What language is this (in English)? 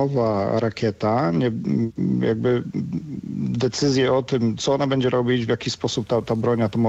Polish